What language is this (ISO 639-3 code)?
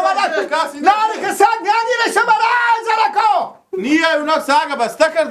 fas